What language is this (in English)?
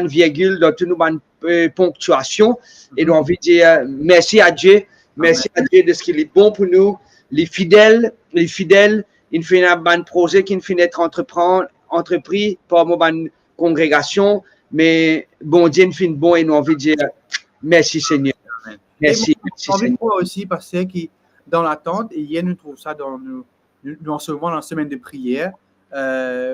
Morisyen